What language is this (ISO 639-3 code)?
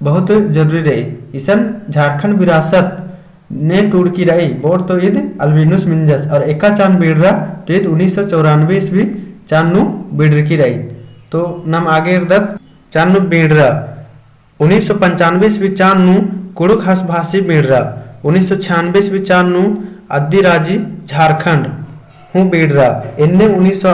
kru